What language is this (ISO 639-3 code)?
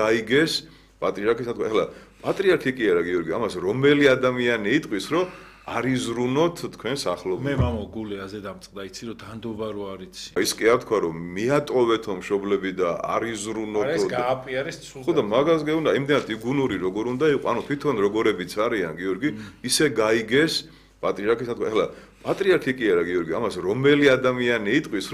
kat